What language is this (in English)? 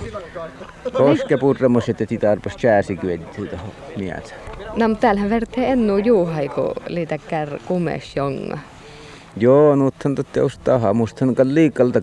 Finnish